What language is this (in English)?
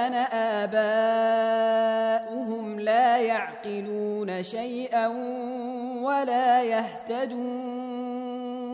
Arabic